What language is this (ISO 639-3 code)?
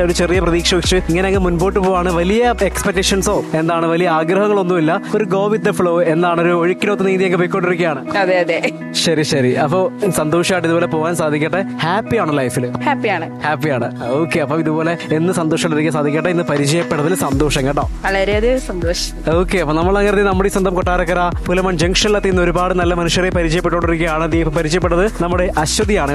mal